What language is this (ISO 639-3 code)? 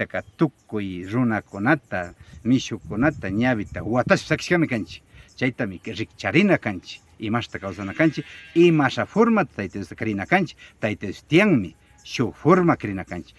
qvi